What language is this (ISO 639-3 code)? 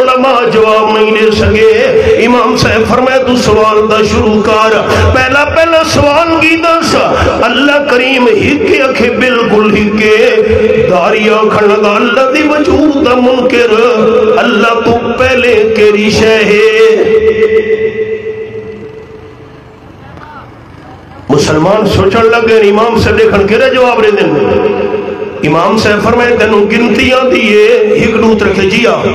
urd